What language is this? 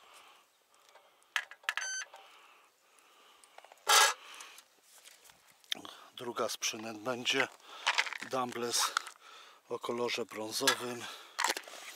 Polish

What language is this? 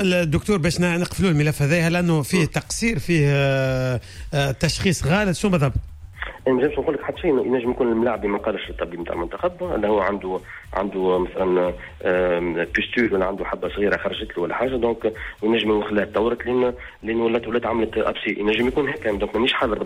Tunisian Arabic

